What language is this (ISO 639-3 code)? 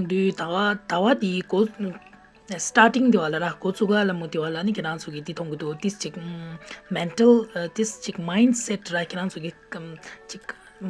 bod